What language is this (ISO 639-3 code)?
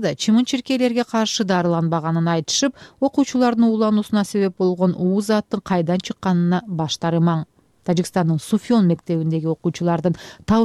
kir